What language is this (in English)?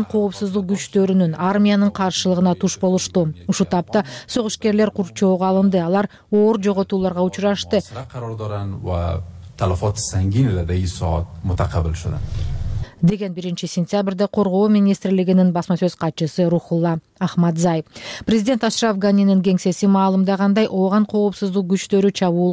Kyrgyz